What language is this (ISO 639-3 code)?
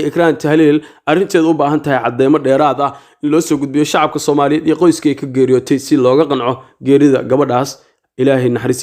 som